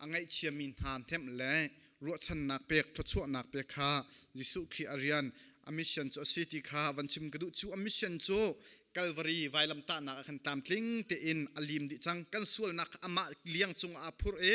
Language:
Hakha Chin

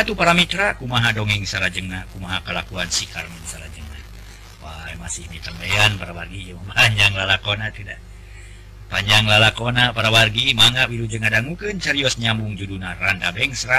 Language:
Sundanese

